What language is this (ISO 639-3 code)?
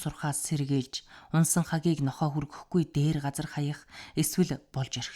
mon